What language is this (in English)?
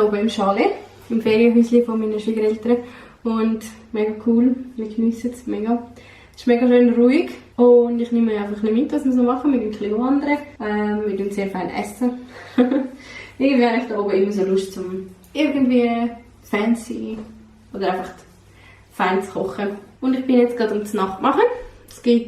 Swiss German